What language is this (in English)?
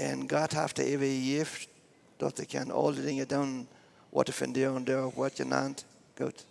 Plautdietsch